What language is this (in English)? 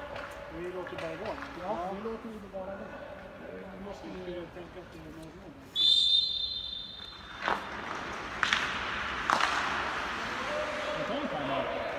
Swedish